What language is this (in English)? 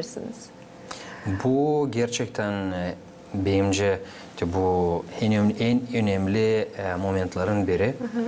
Gagauz